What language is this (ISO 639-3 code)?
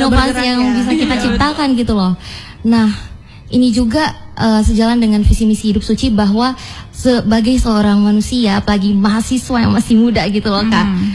ind